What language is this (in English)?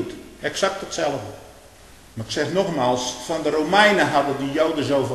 Dutch